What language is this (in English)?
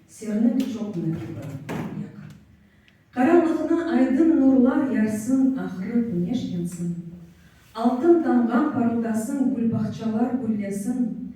Crimean Tatar